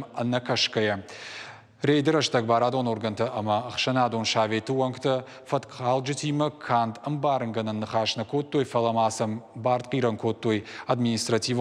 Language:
Ossetic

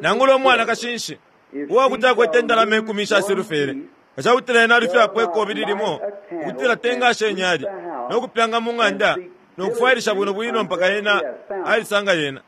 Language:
Bemba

